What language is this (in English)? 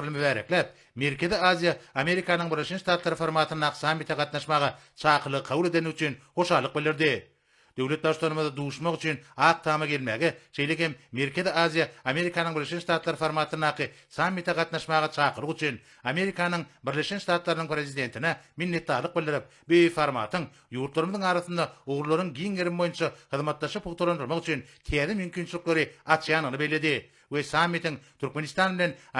Turkmen